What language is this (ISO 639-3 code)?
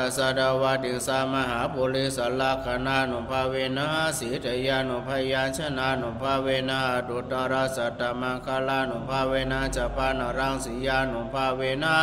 pli